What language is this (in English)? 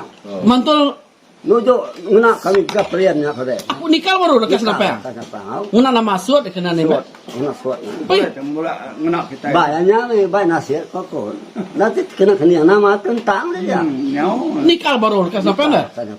Iban